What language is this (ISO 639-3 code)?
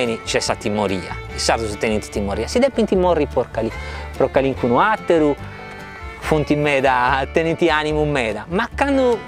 srd